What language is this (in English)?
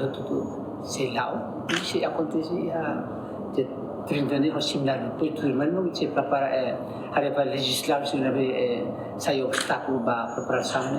Tetum